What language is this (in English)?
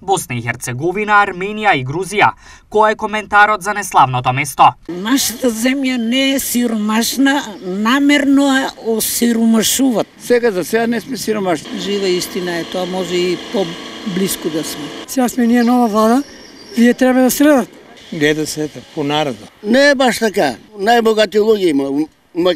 Macedonian